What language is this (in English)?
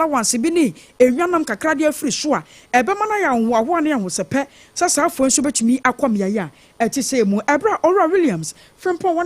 Akan